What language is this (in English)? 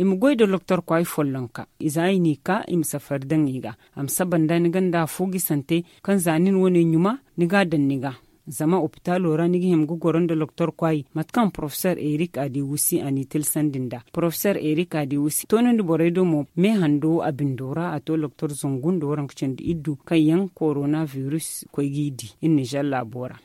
Zarma